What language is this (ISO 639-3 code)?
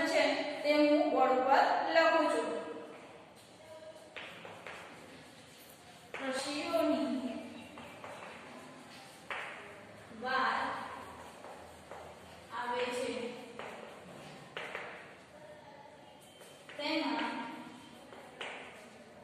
guj